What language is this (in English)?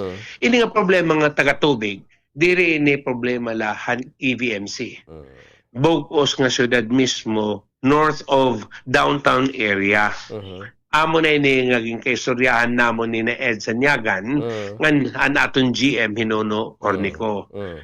Waray